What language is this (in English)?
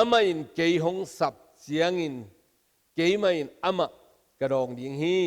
Tedim Chin